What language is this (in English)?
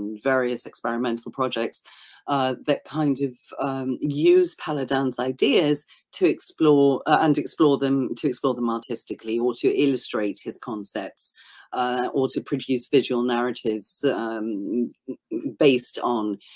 English